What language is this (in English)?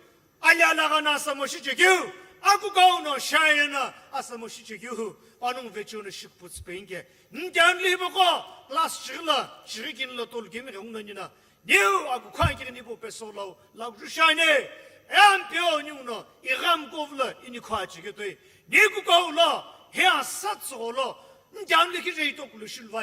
Sumi Naga